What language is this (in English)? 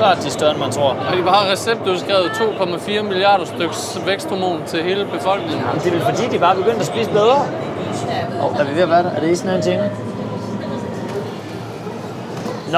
Danish